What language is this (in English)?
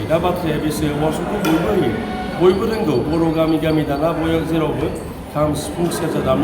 Bodo